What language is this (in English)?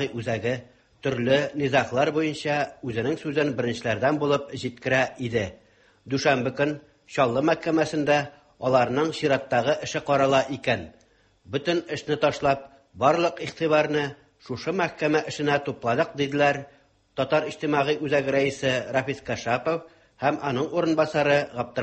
Tatar